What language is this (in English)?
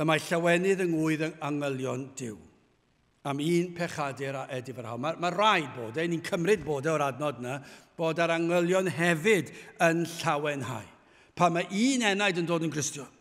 Welsh